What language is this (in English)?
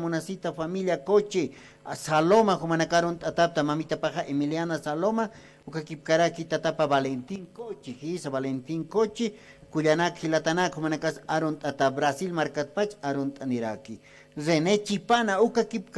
Aymara